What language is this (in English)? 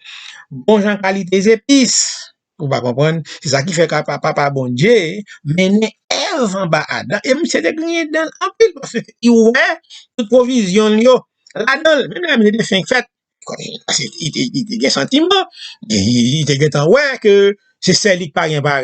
Haitian Creole